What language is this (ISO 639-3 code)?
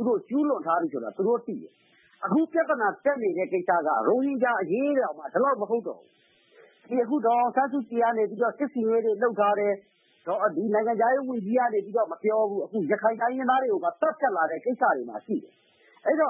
mya